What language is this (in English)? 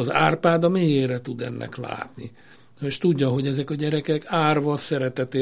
Hungarian